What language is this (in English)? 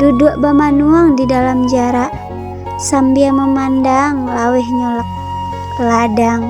Minangkabau